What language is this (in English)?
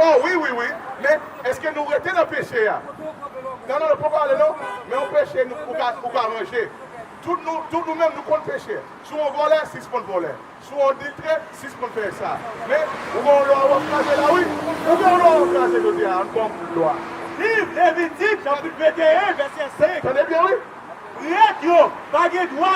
Haitian Creole